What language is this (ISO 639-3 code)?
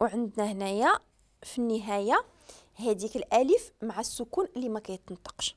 ary